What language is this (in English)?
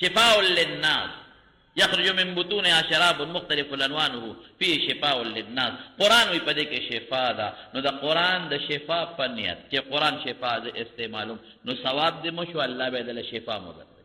Pashto